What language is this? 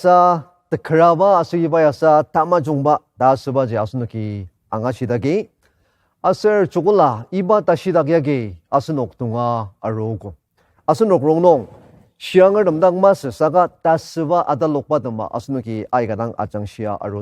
Ao Naga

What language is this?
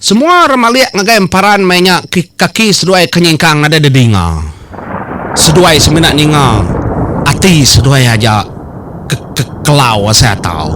Iban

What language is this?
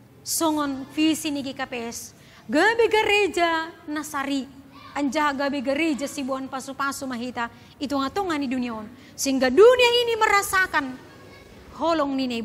Batak Simalungun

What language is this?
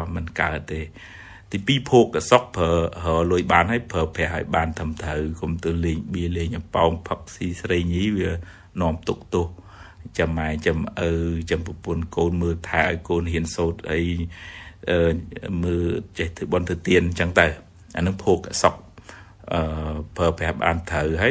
Khmer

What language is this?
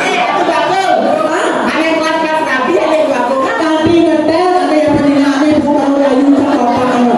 Balinese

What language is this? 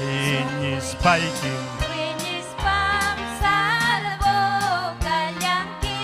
Ayacucho Quechua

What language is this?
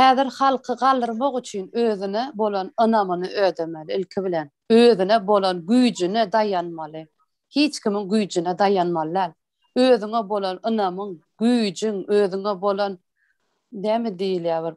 Turkmen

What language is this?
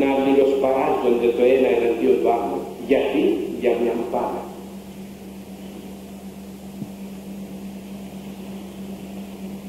Greek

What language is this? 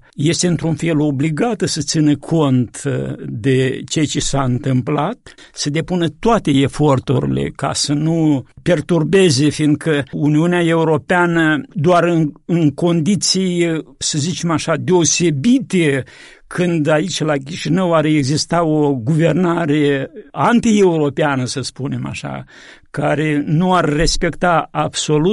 Romanian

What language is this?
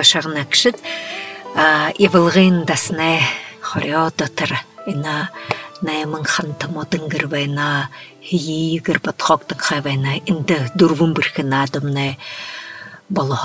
Buriat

